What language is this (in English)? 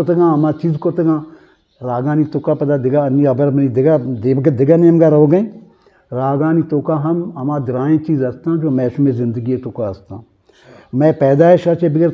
Eastern Balochi